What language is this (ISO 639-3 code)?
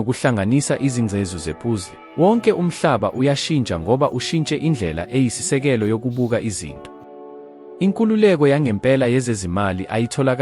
zul